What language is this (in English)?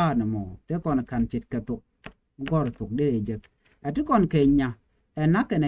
Nuer